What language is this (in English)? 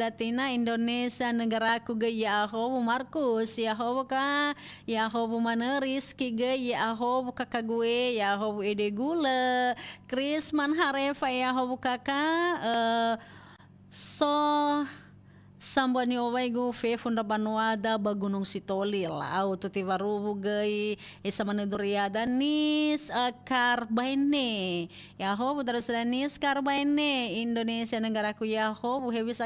Nias